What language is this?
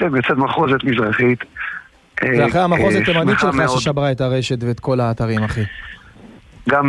Hebrew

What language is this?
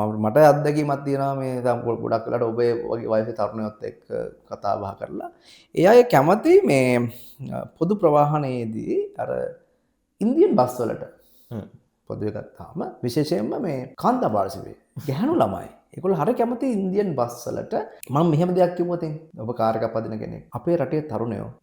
Sinhala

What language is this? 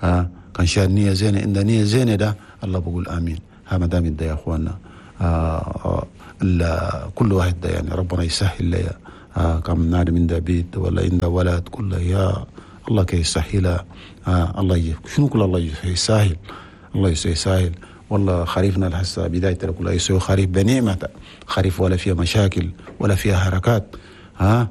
Chadian Arabic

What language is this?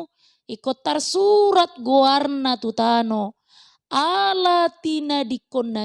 Batak Toba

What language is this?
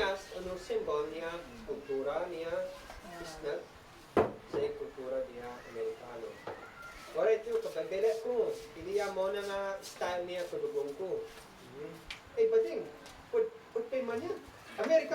Isnag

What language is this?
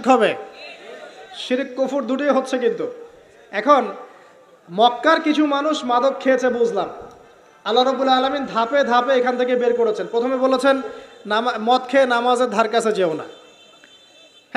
Bangla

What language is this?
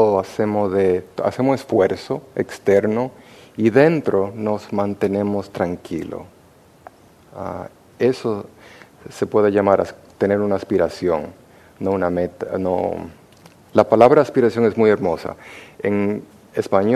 Spanish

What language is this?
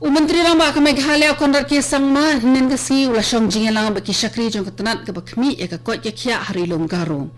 Khasi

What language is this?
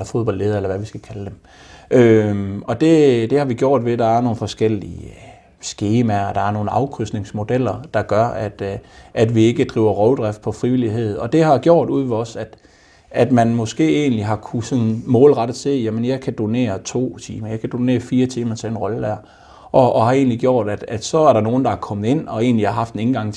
Danish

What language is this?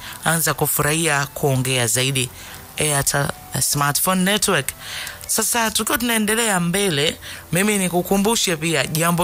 Swahili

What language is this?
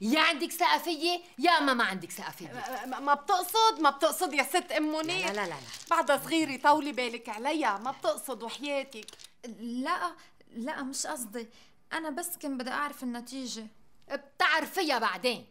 North Levantine Arabic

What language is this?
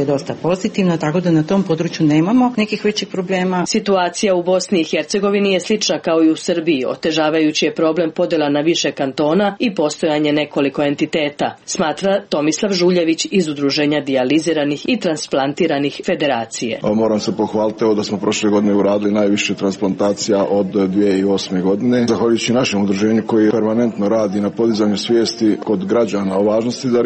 Serbian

